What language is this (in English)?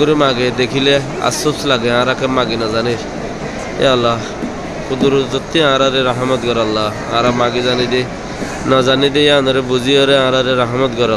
Rohingya